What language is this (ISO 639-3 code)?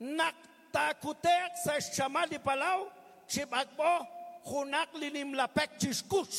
kek